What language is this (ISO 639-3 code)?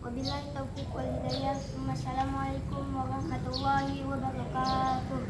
bjn